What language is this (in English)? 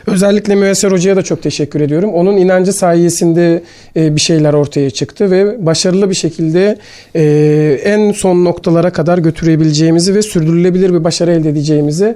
Turkish